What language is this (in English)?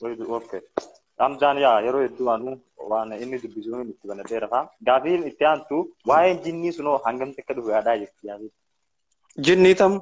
Oromo